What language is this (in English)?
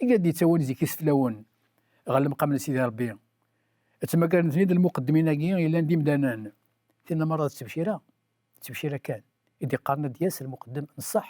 Kabyle